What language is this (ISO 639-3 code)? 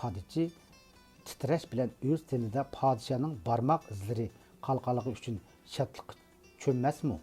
uig